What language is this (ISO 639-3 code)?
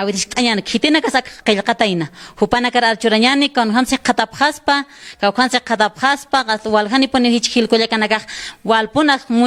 aym